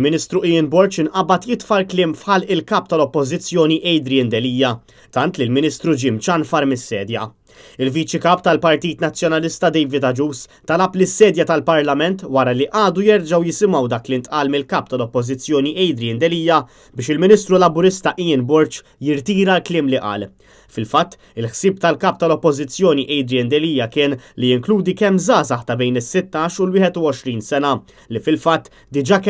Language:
Maltese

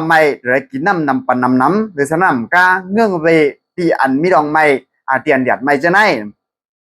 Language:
Shan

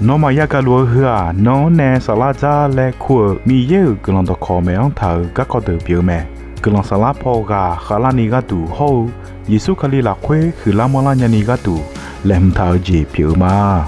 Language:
Akha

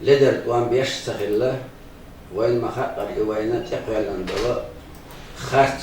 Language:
Chechen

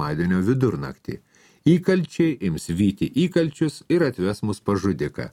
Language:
Lithuanian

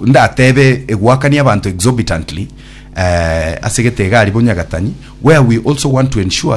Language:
Gusii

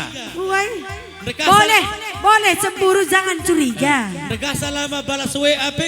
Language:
Batak Karo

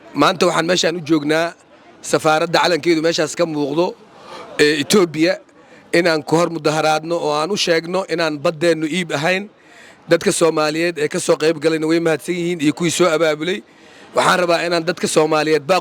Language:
Somali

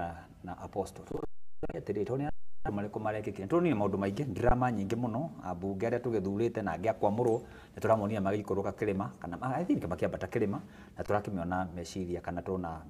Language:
Kikuyu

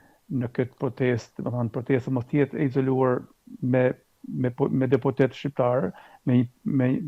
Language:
Albanian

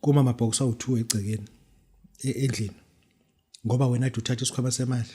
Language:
Zulu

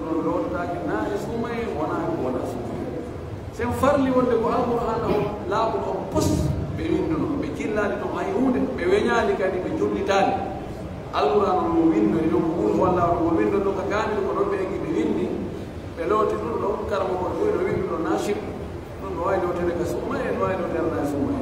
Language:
Pular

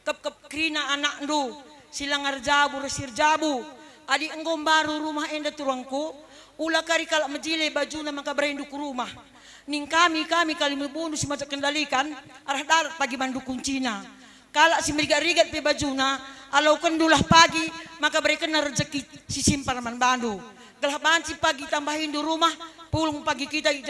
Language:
Batak Karo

